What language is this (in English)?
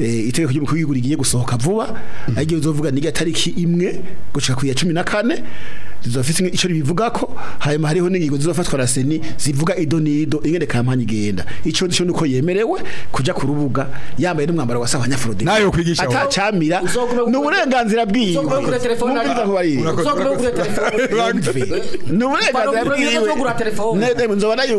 Rundi